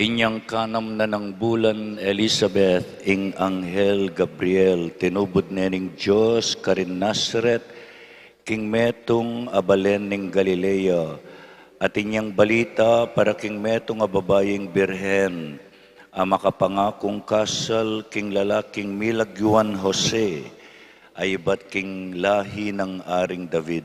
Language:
Pampanga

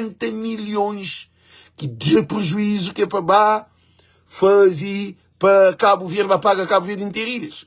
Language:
Kabuverdianu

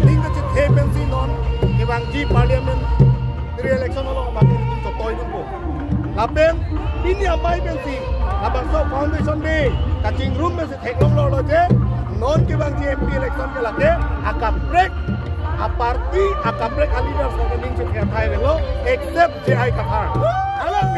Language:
Karbi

